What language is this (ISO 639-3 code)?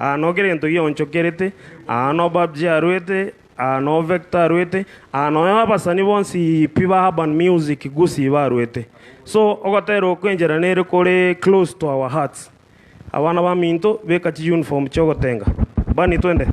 guz